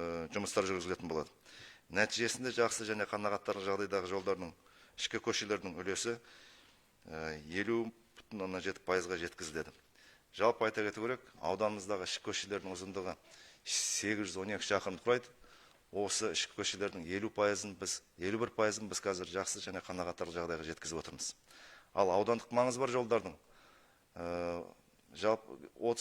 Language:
Kazakh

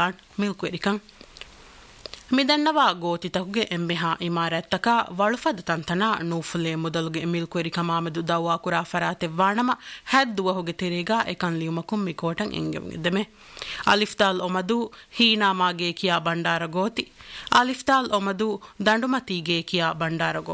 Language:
Divehi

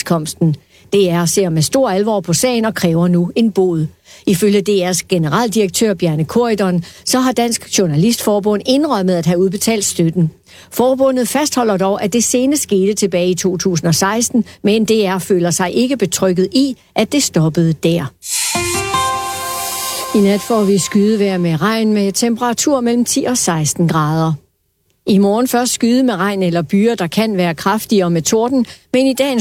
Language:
Danish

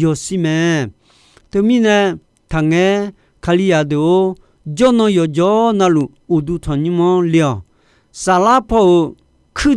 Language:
Akha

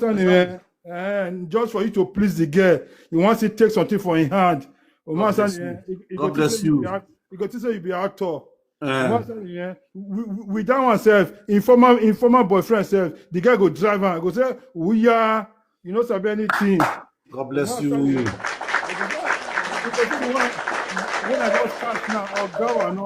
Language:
Nigerian Pidgin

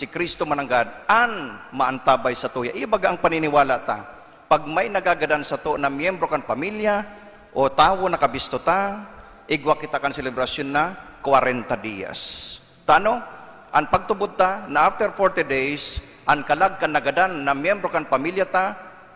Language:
Bikol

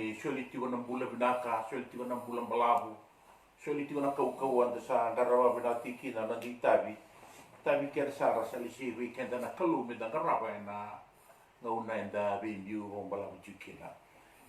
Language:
Fijian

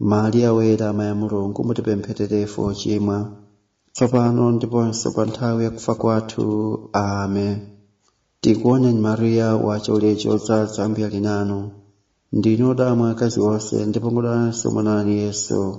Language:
Nyanja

